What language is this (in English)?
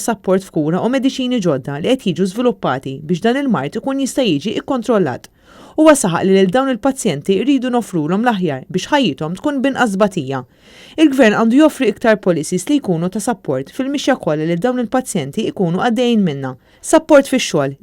Maltese